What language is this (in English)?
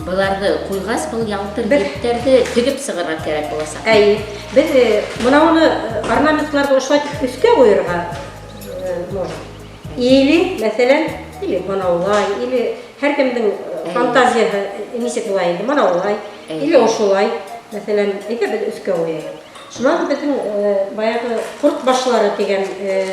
Bashkir